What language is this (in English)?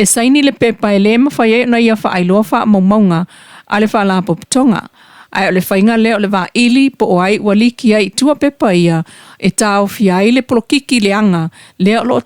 Samoan